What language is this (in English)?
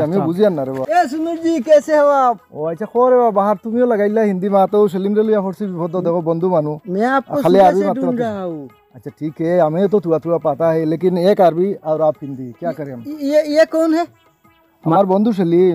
Sylheti